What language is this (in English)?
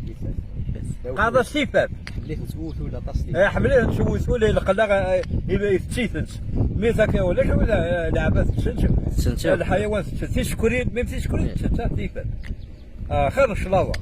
Kabyle